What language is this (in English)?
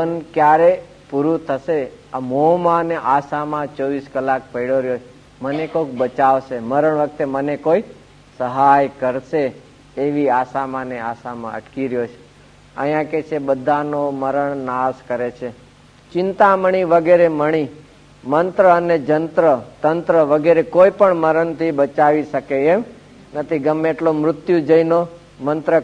Gujarati